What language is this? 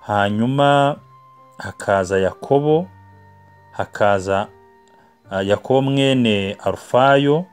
Kinyarwanda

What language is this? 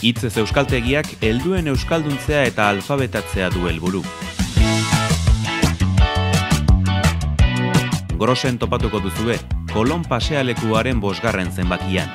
Basque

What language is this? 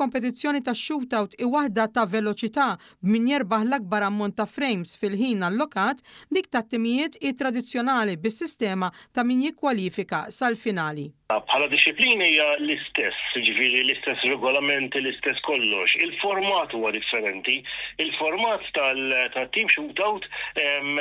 Maltese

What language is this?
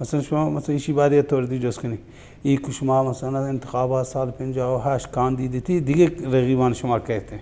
Baluchi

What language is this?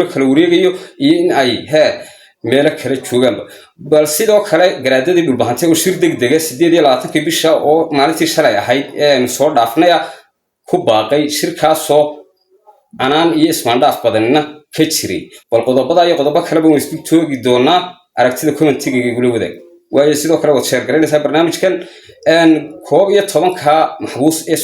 Somali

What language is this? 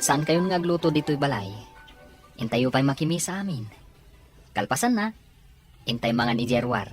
Iloko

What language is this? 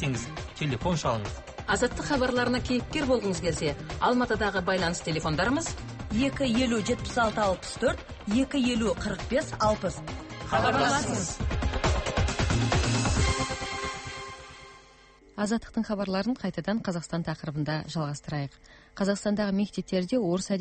Kazakh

